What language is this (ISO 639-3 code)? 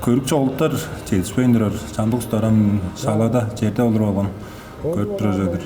tyv